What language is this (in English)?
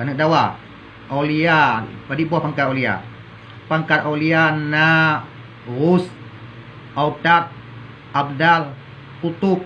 Achinese